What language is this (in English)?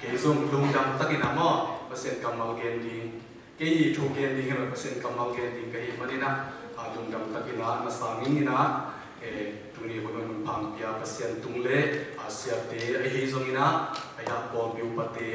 Tedim Chin